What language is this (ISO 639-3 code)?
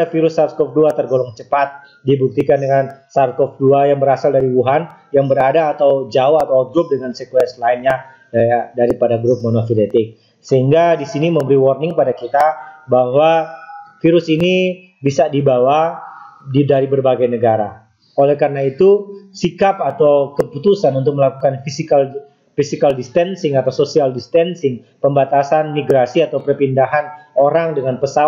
ind